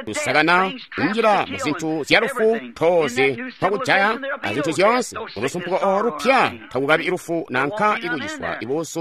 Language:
Tonga (Zambia)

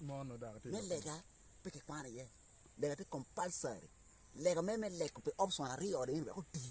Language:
Acoli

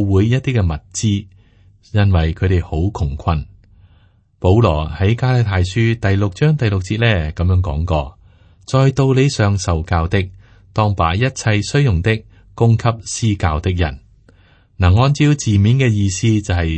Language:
Cantonese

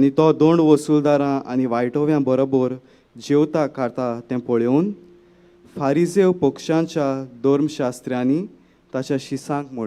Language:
Konkani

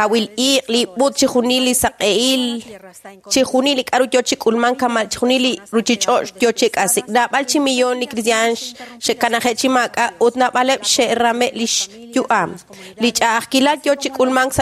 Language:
Kekchí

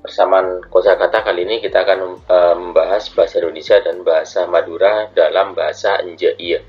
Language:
Madurese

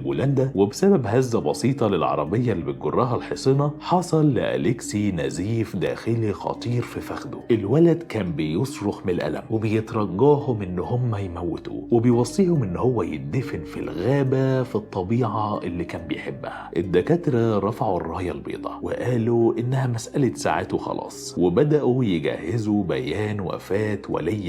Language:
Egyptian Arabic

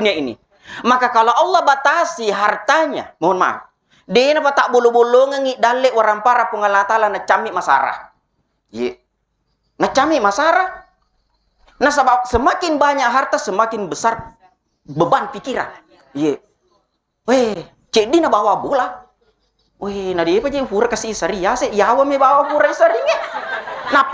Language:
Buginese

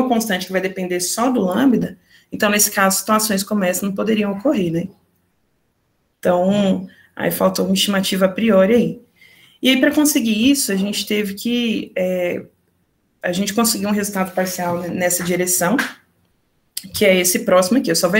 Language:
Portuguese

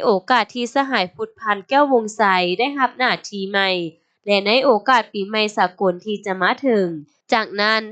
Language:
Lao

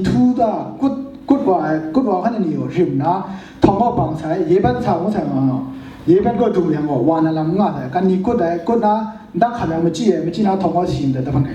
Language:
Kachin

